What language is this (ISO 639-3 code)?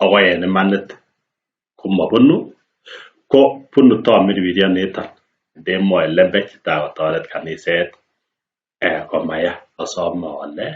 kln